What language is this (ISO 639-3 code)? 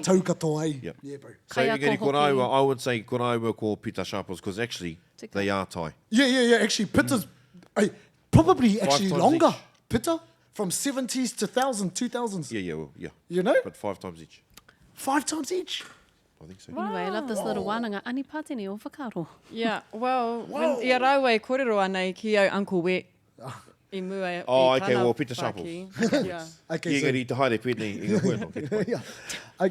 mri